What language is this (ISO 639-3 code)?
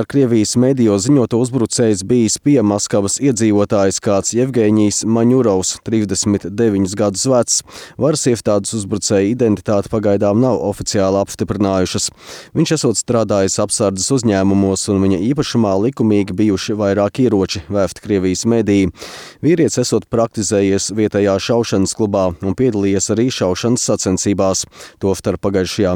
lav